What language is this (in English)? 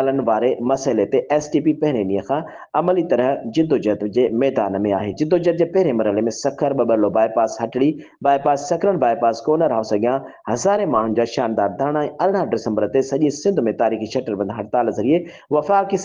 Sindhi